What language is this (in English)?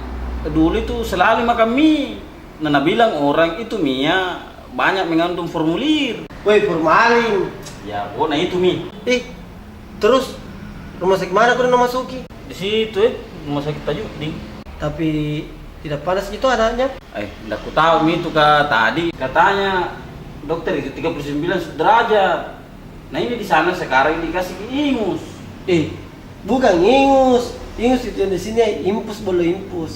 Makassar Malay